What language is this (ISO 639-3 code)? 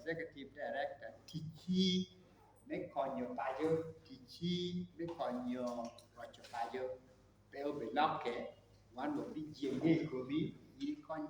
ach